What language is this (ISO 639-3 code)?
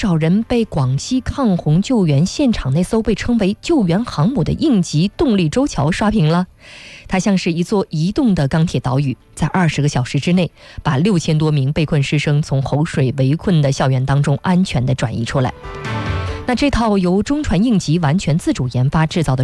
zho